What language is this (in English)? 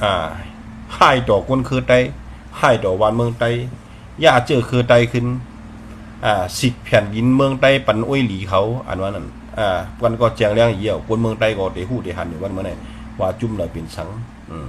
Shan